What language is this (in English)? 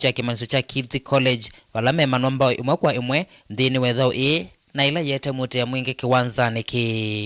Kamba